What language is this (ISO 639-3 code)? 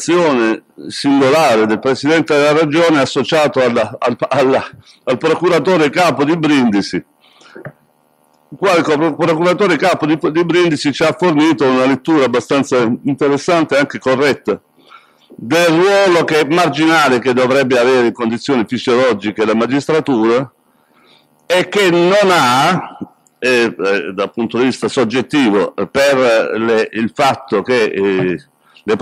ita